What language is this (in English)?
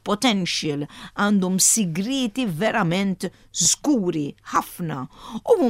Maltese